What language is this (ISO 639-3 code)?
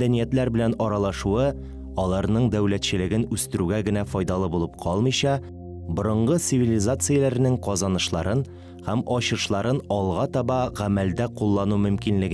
tat